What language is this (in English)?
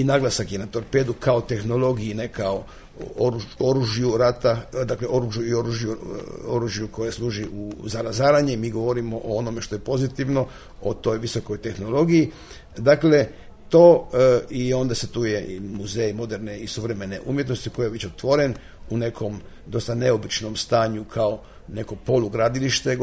Croatian